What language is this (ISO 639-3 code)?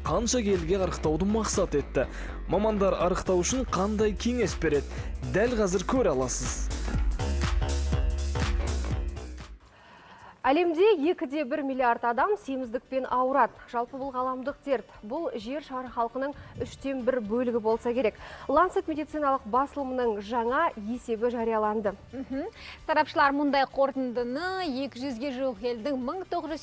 kaz